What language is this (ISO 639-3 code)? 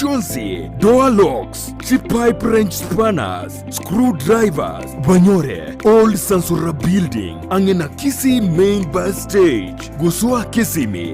guz